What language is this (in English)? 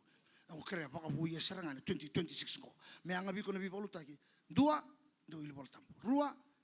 Fijian